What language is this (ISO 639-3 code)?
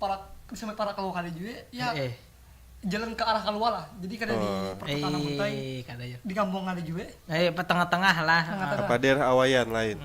bjn